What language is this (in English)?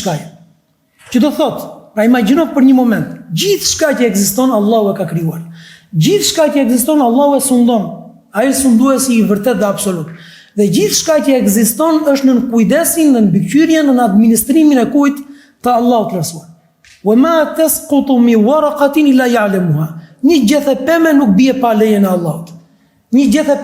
Albanian